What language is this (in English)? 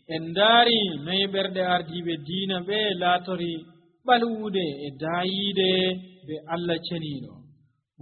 Nigerian Fulfulde